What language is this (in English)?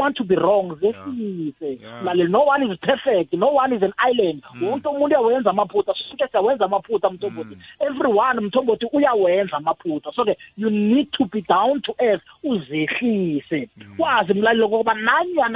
South Ndebele